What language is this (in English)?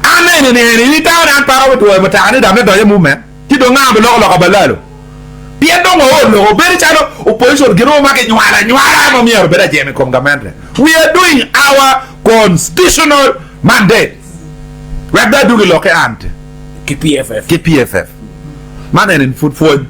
Acoli